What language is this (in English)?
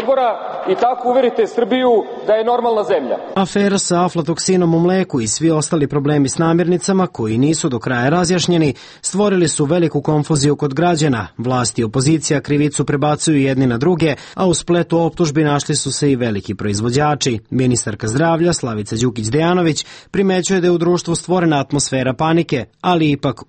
Serbian